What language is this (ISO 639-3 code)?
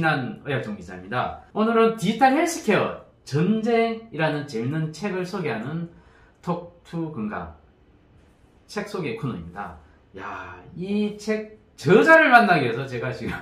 kor